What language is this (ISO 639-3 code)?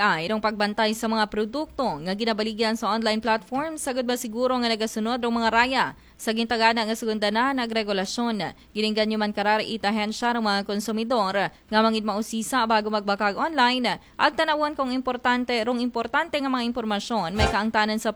akl